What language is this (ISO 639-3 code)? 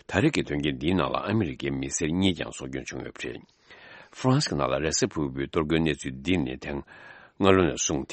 bod